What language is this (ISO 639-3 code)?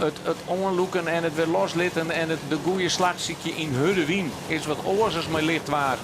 fry